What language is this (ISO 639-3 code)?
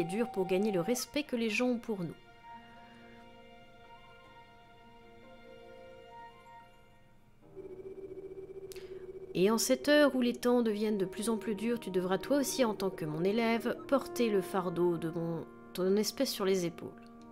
fra